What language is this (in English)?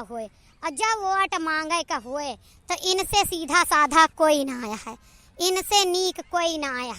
Awadhi